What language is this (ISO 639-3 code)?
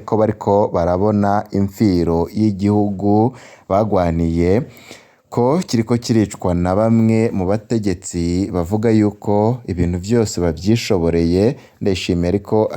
run